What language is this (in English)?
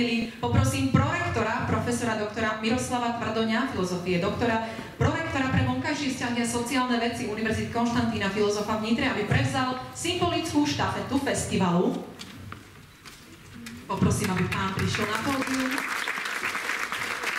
Slovak